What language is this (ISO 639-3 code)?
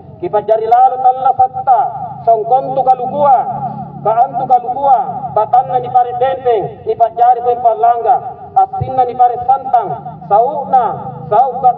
mak